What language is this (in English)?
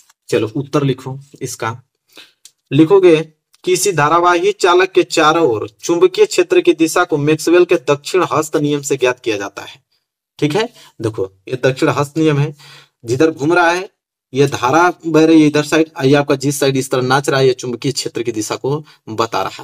Hindi